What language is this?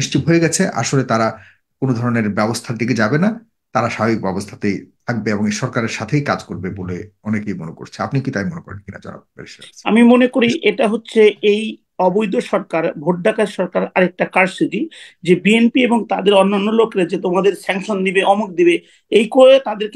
Bangla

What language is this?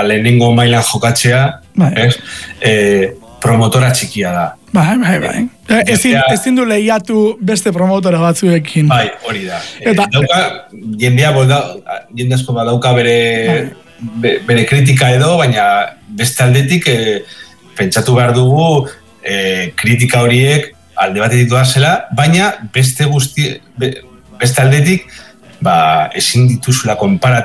Basque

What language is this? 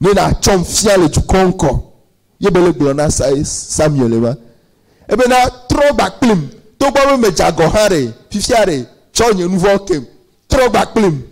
Ewe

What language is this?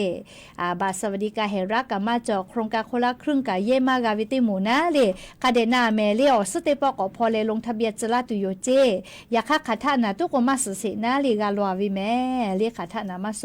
Lahu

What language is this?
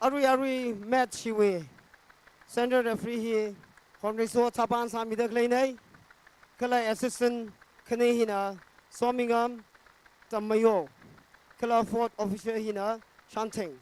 Tangkhul Naga (India)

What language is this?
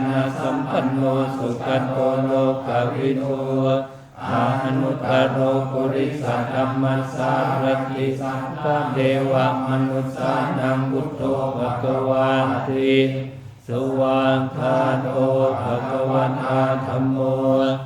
Pali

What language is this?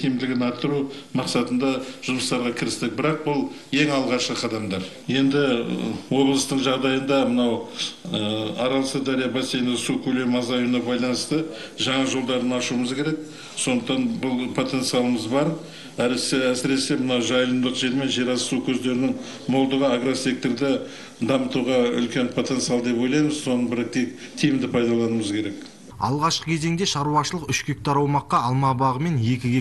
Kazakh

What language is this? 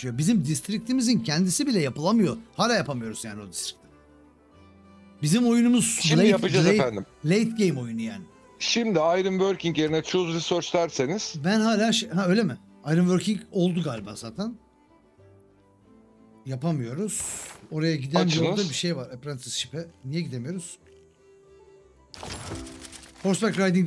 Turkish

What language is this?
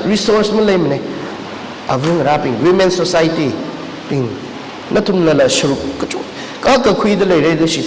Tangkhul Naga (India)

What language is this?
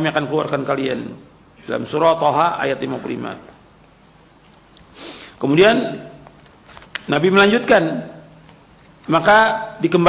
Indonesian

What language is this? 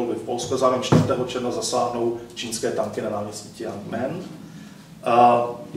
Czech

